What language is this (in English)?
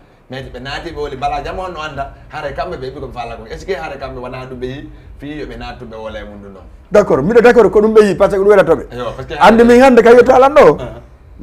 Fula